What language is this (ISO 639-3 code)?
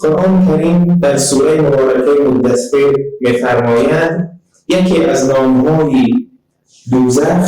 tgk